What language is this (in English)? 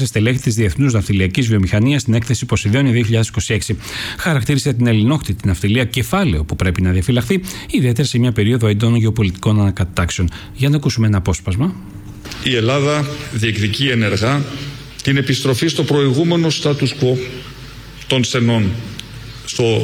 Greek